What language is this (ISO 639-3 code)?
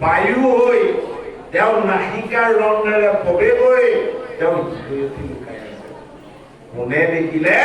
asm